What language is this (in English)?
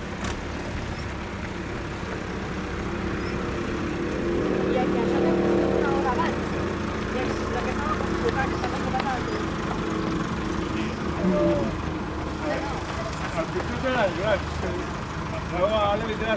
Catalan